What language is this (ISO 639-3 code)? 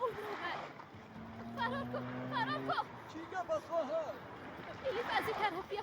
fas